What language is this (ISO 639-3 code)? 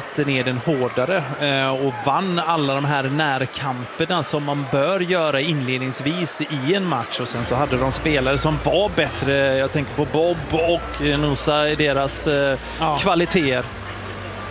swe